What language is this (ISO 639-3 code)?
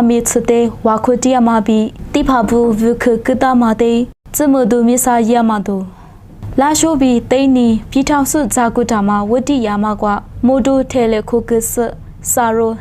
lis